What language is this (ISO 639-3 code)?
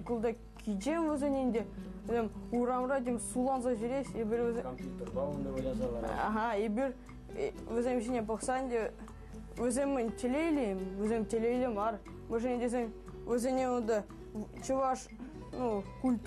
chv